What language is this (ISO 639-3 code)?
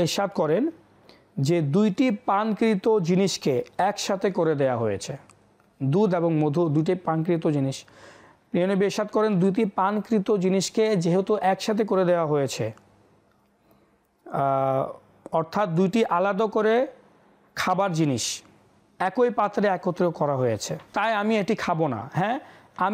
ben